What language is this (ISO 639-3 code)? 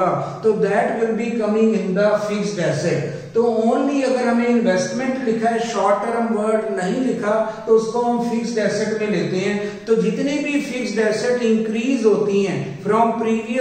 hin